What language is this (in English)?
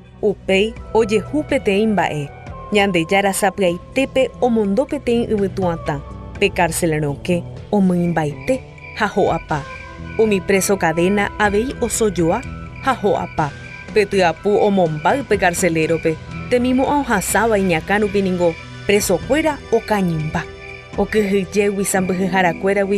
Guarani